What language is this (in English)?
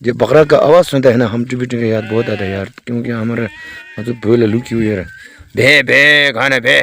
Tibetan